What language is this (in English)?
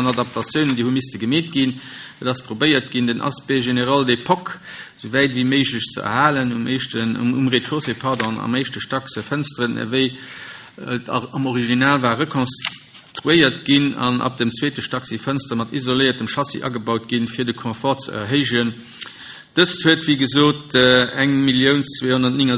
Luxembourgish